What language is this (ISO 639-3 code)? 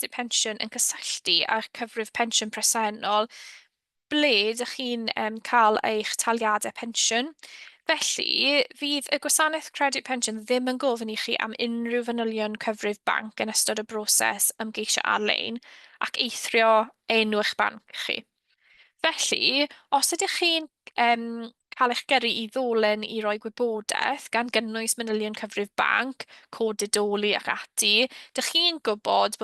cym